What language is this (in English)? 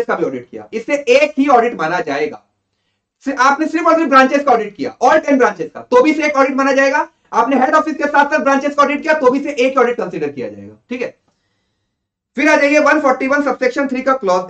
Hindi